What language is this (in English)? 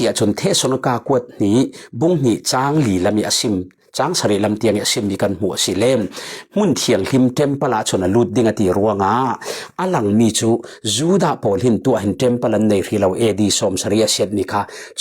Falam Chin